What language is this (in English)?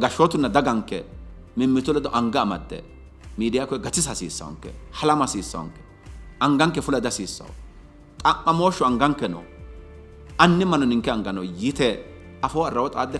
Sidamo